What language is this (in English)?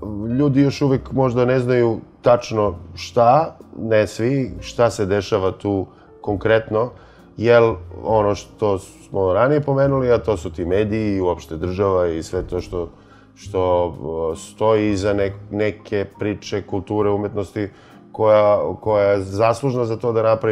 Serbian